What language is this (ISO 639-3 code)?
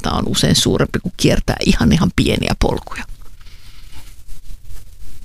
fin